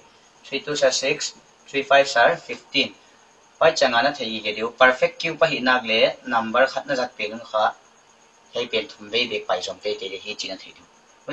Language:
Paite Chin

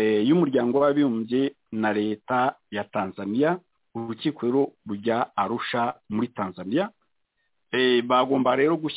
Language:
Kinyarwanda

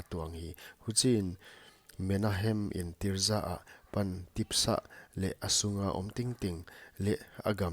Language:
Paite Chin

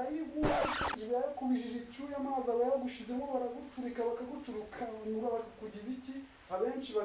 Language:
Kinyarwanda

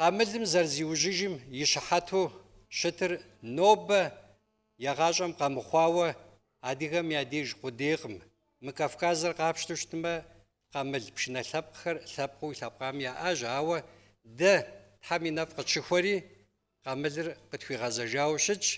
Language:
Kabardian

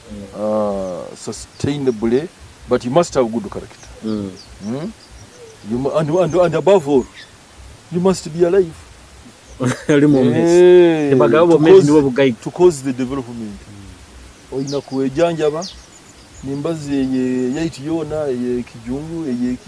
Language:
Nyoro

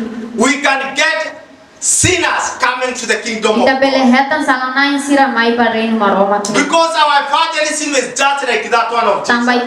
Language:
Tetum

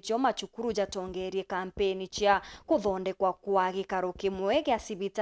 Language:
Meru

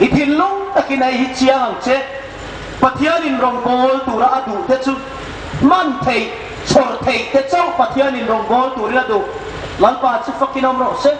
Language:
Hmar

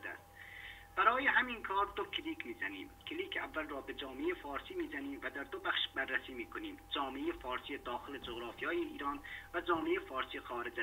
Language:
Persian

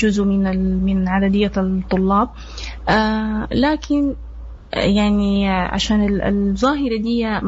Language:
Sudanese Arabic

